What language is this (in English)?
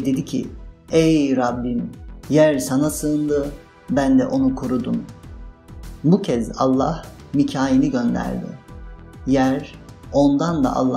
Turkish